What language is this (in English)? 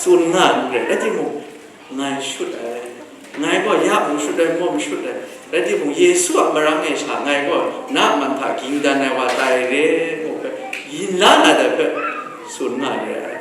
Kachin